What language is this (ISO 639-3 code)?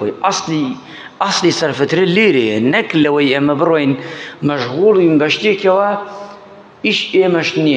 ckb